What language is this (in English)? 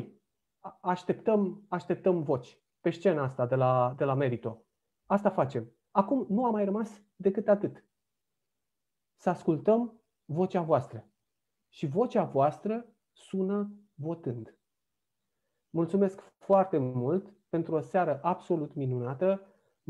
Romanian